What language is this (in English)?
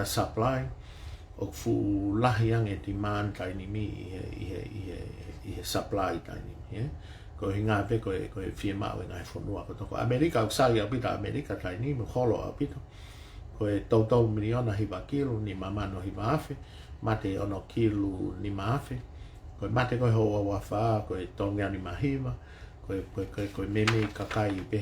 Tongan